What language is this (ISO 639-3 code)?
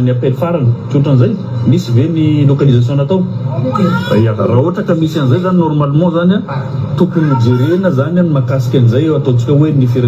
mlg